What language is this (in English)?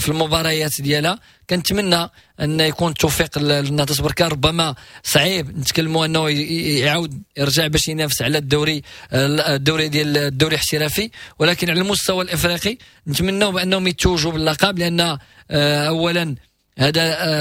Moroccan Arabic